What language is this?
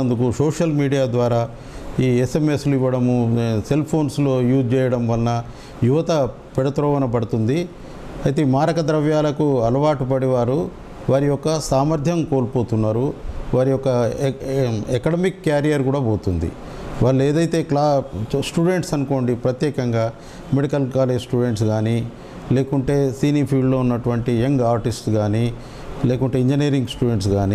Telugu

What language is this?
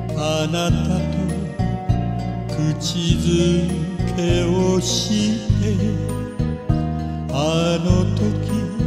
Japanese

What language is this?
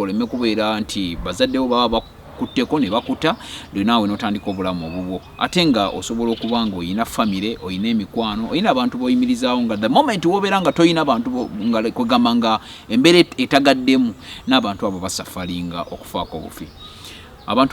Ganda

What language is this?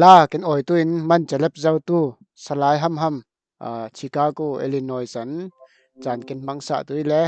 Falam Chin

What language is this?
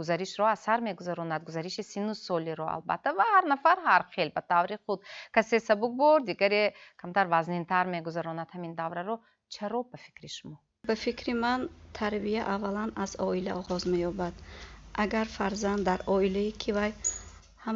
Tajik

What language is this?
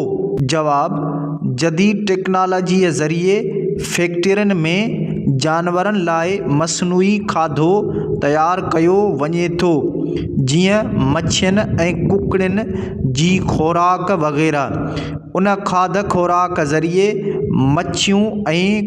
Sindhi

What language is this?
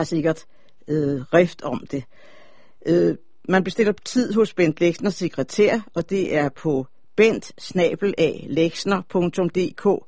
Danish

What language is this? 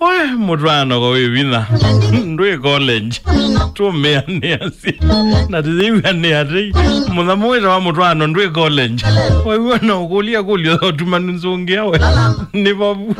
Kamba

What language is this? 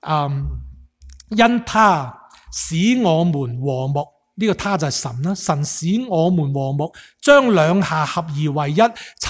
Cantonese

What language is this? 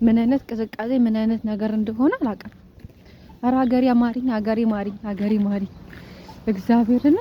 Amharic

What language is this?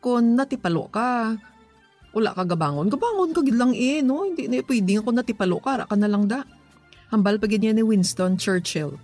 Hiligaynon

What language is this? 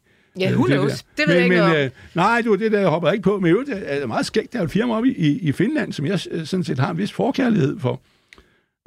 Danish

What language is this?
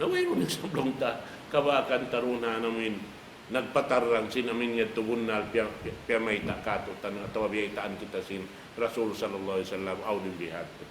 Tausug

